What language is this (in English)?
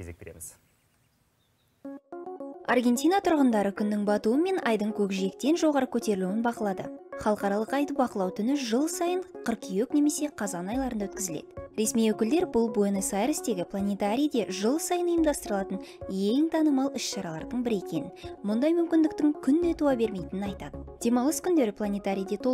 Kazakh